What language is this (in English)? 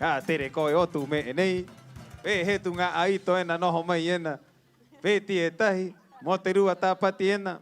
Rapanui